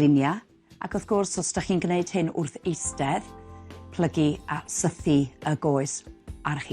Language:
Welsh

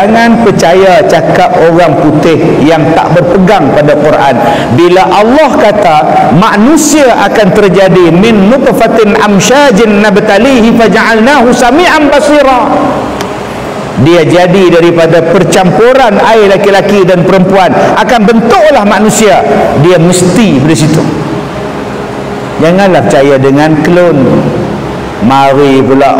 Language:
Malay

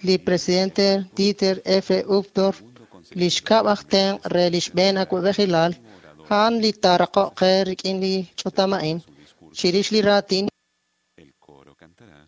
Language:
Kekchí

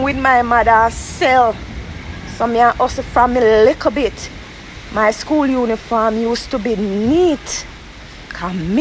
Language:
Jamaican Creole English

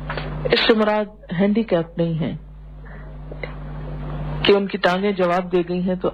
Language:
Urdu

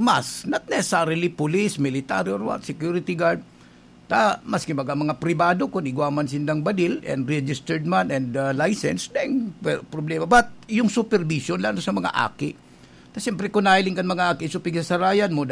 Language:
Bikol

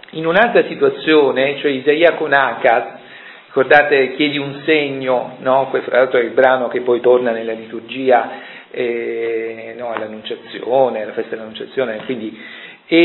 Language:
Italian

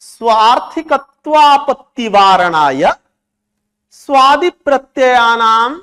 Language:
Sanskrit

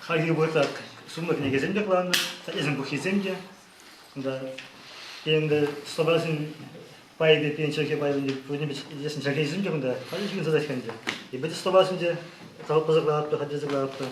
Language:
Chuvash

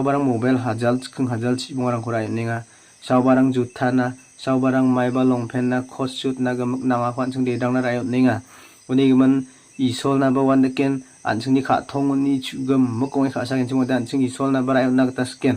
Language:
Garo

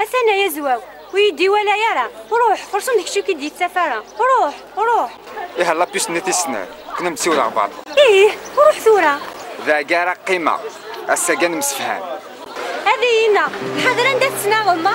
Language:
Kabyle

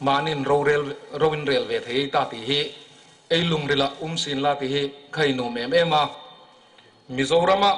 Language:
Hmar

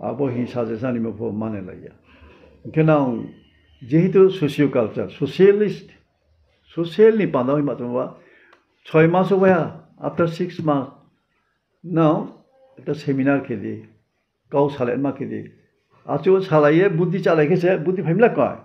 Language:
Riang (India)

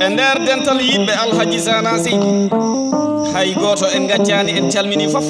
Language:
Fula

